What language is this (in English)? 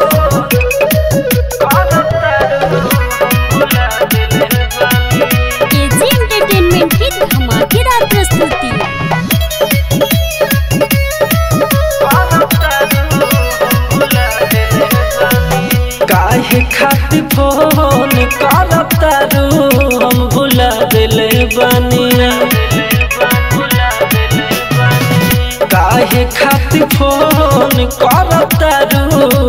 Bhojpuri